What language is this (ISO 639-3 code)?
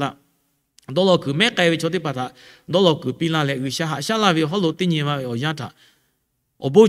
lhu